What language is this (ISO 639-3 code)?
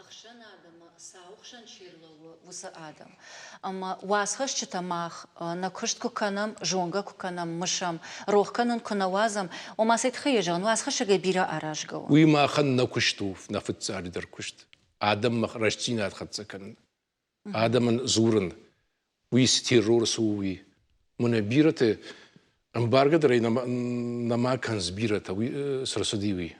oss